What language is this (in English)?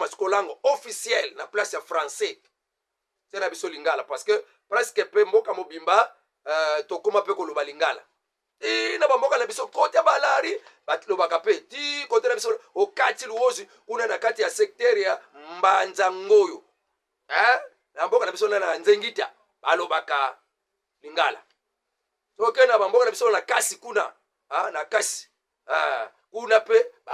Lingala